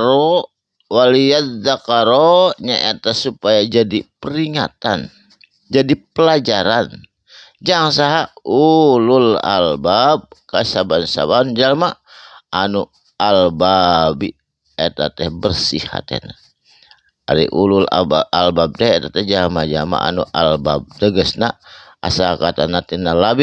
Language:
Sundanese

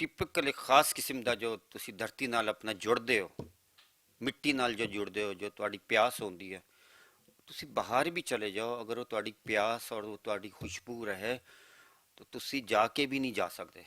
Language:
Western Panjabi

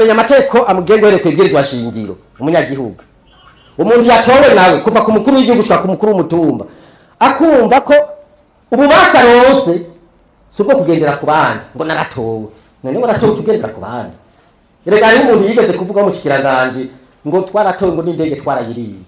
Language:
Rundi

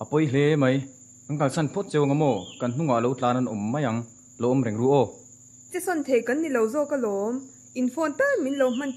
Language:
Mizo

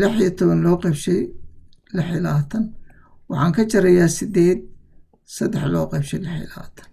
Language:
Somali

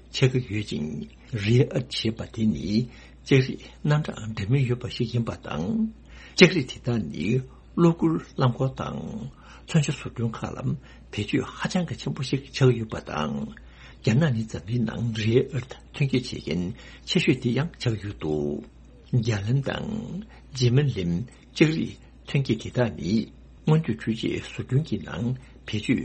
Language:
Tibetan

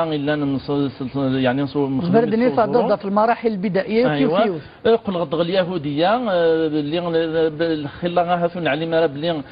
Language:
Kabyle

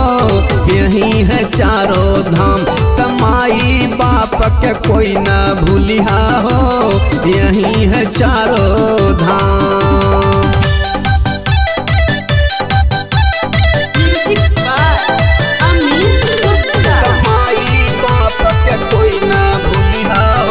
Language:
Bhojpuri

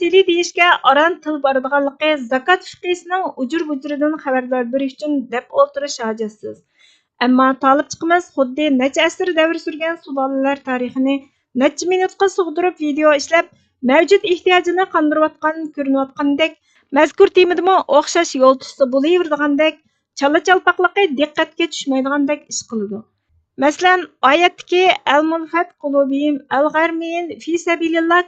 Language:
Uyghur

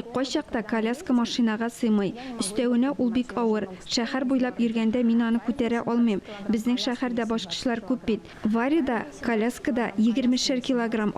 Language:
Tatar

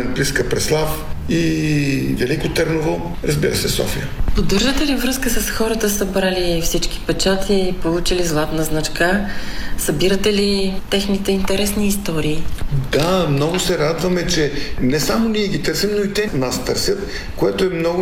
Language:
Bulgarian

